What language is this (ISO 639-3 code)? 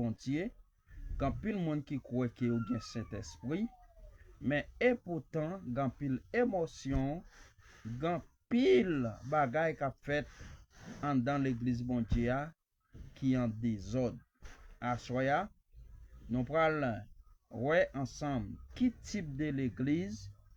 hat